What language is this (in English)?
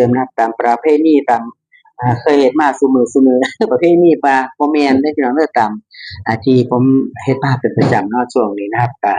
Northeastern Thai